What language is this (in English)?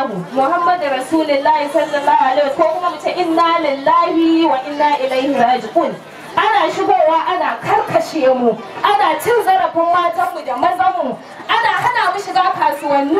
Hausa